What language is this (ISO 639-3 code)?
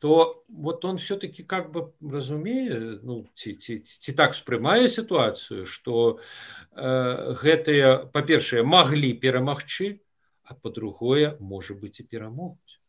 bel